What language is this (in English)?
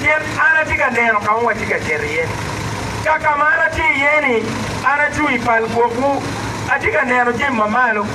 Acoli